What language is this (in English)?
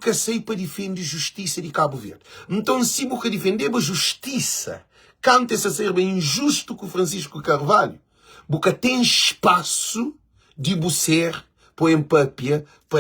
Kabuverdianu